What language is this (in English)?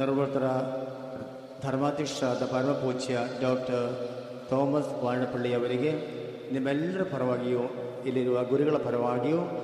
Kannada